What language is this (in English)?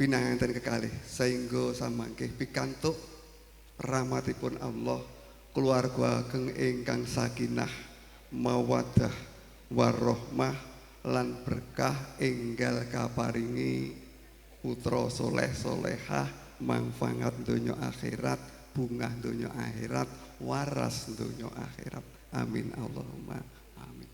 Javanese